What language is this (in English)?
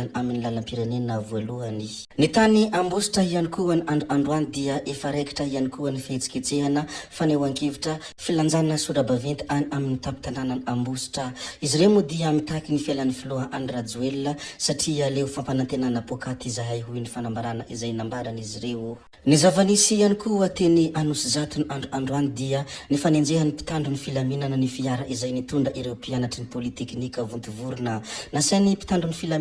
Malagasy